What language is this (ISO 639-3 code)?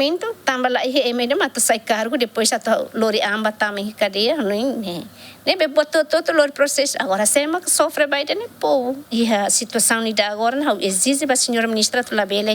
tet